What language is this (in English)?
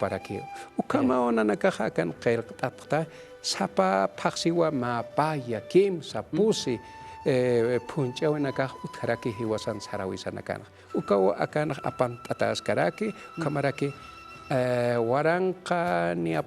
Aymara